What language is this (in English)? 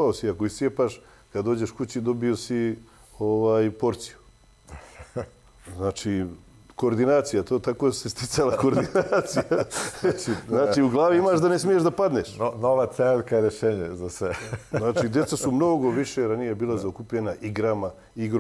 Bosnian